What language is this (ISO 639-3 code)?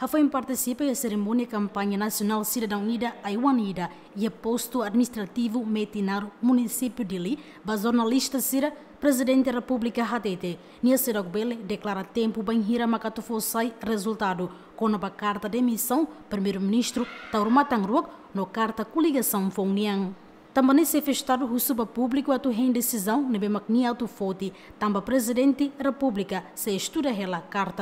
tet